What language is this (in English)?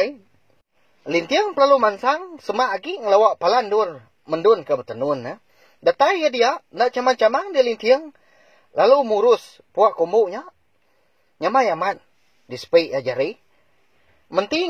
Iban